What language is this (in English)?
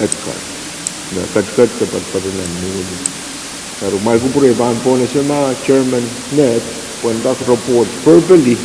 Pohnpeian